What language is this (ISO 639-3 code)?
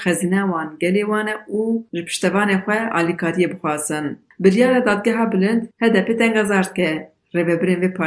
kur